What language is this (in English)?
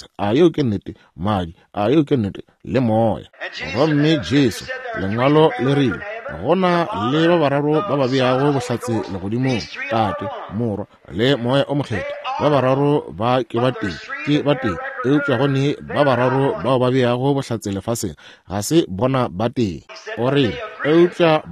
Northern Sotho